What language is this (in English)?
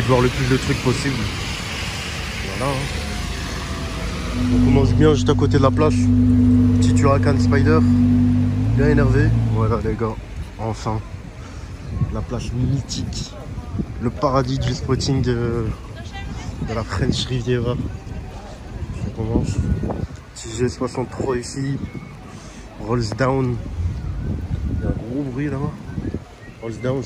French